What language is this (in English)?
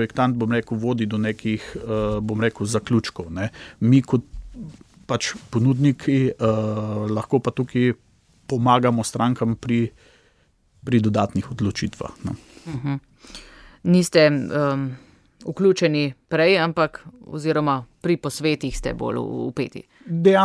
Slovenian